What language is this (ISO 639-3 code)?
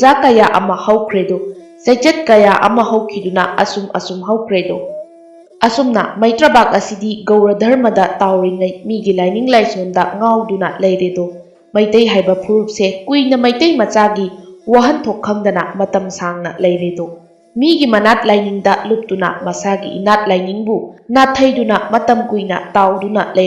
mni